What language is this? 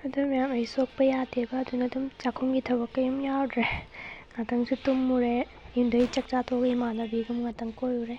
Manipuri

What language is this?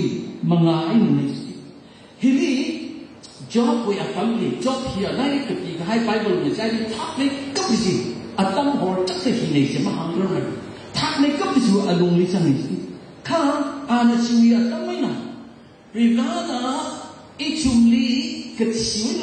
Tangkhul Naga (India)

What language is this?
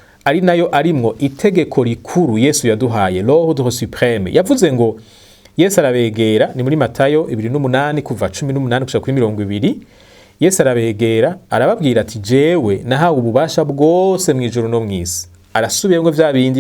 Rundi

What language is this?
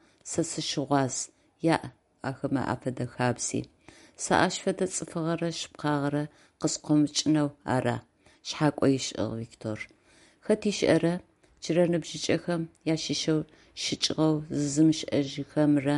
Adyghe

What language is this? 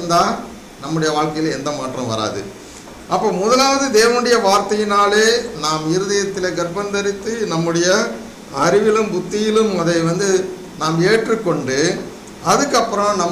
Tamil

